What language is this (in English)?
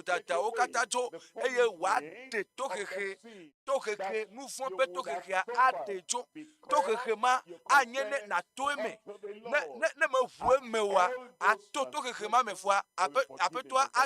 Ewe